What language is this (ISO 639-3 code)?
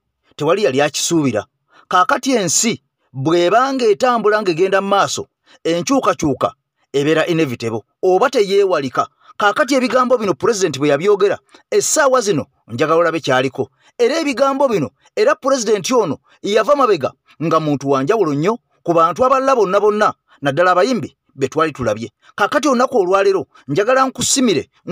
lug